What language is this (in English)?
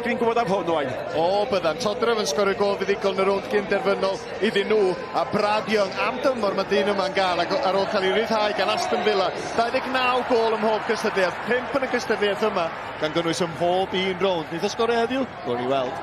Welsh